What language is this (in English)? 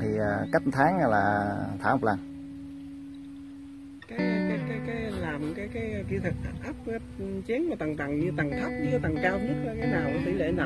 Vietnamese